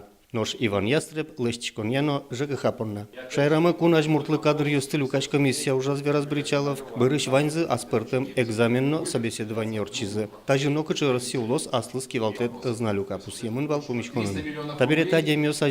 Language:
Udmurt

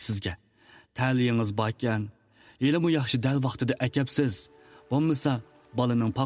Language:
Uyghur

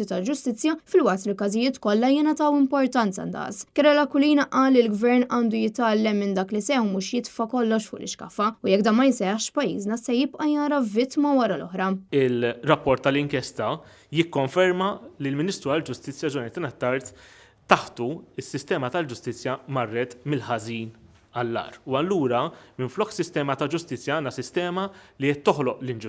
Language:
Maltese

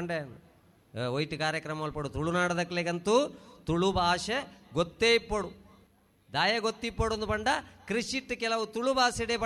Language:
Tulu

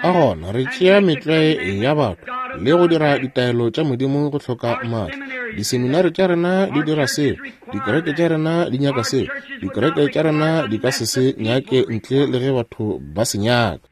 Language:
Northern Sotho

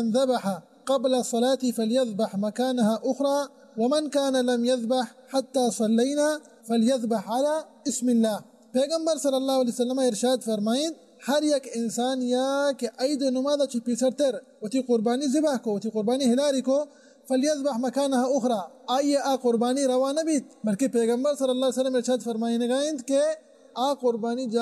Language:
Baluchi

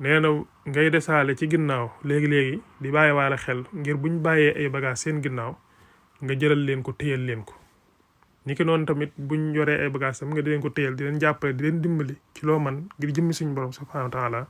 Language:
Wolof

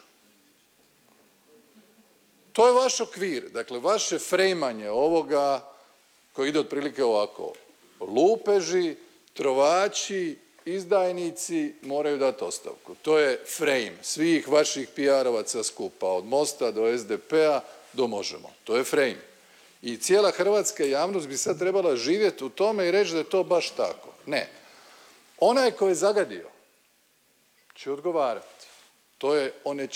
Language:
Croatian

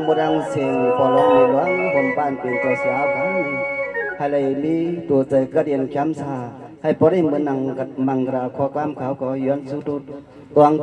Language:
Shan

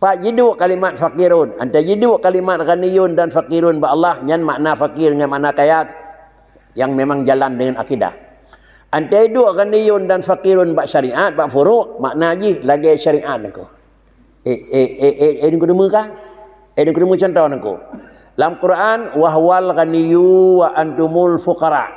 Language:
Achinese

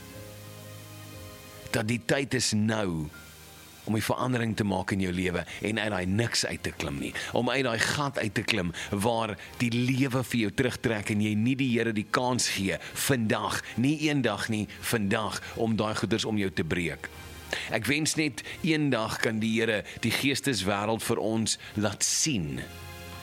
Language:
Afrikaans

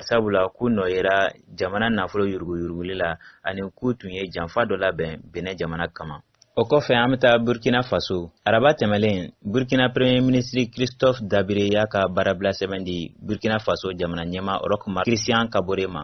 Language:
Bambara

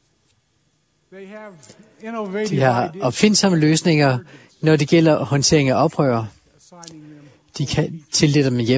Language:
Danish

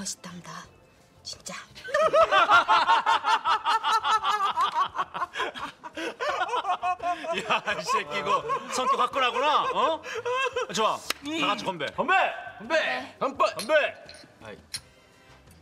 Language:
Korean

